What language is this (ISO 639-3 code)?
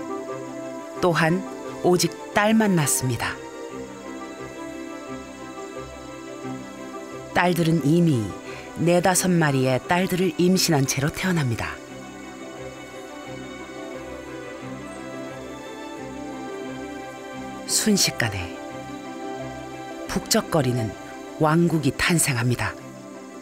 kor